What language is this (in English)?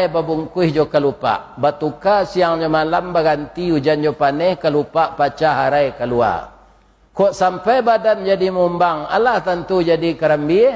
Minangkabau